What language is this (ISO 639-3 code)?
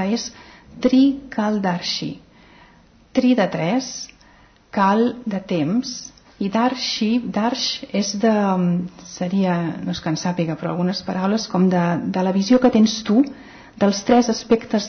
cat